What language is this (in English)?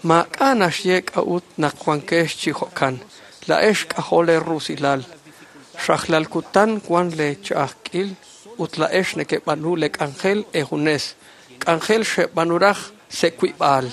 Kekchí